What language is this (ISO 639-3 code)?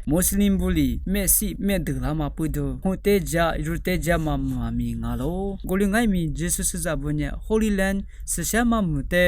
lis